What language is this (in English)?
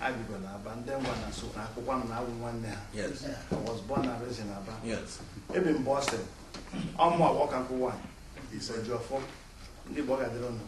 Igbo